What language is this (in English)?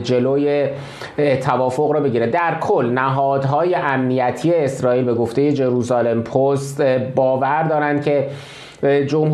Persian